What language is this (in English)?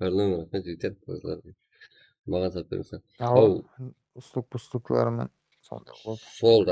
Kara-Kalpak